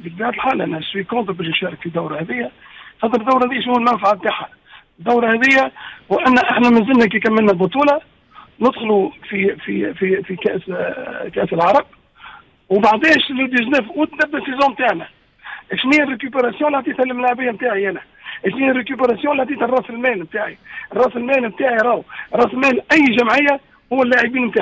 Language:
Tunisian Arabic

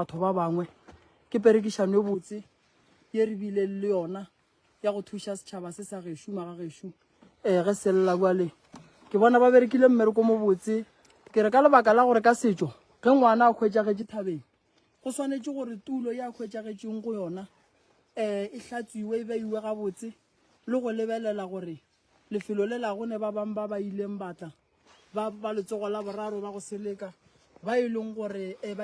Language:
Northern Sotho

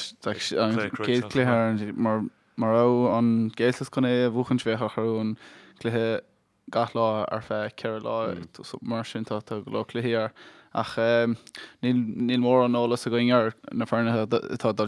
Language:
Irish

